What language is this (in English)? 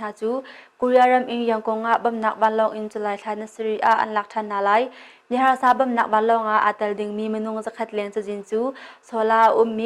Hakha Chin